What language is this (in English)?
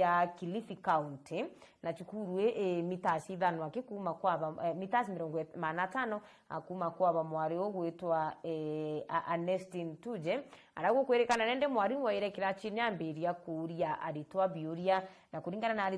Meru